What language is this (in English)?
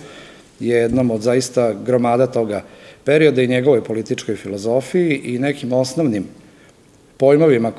Serbian